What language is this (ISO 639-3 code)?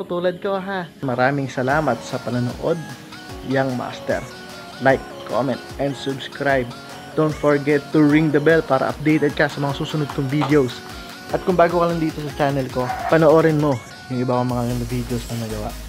fil